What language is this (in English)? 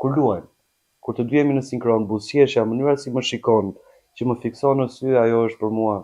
Albanian